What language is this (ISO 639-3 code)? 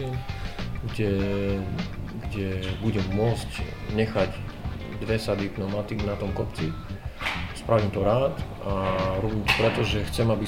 slk